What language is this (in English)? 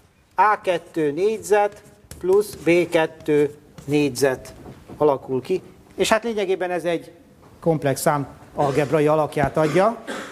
Hungarian